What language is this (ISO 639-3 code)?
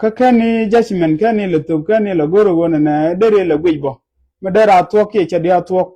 nus